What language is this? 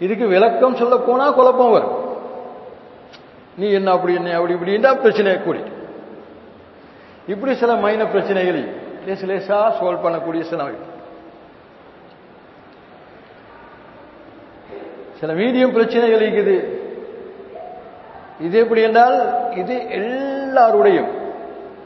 Tamil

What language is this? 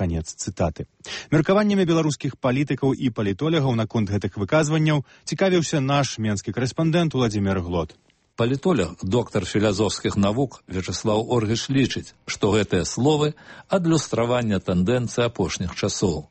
Belarusian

